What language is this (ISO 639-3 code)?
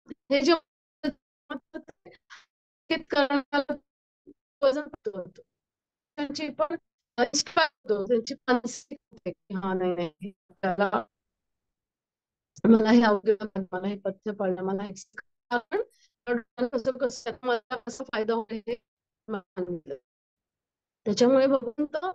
mar